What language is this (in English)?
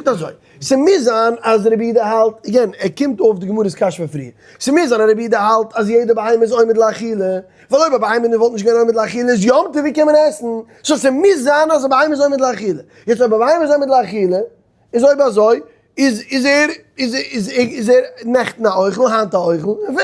Yiddish